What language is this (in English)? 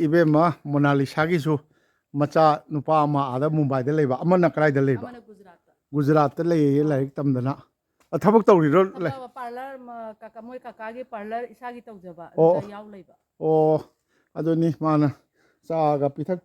Manipuri